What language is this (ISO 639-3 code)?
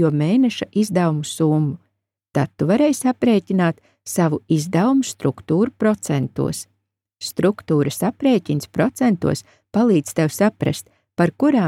lav